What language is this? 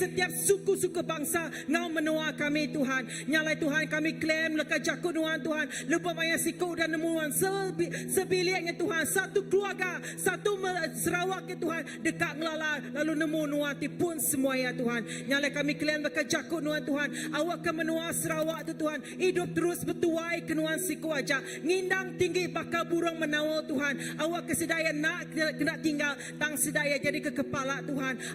Iban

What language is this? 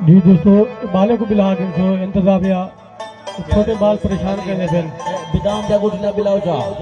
Saraiki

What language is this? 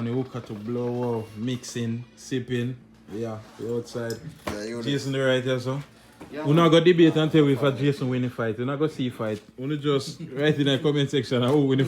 Jamaican Creole English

